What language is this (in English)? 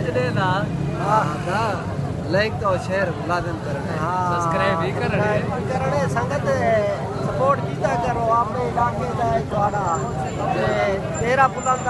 Saraiki